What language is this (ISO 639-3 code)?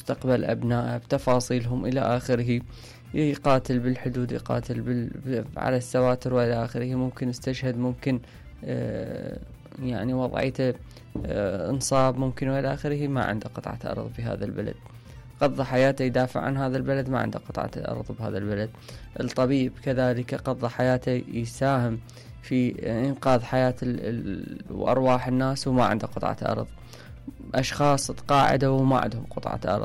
acm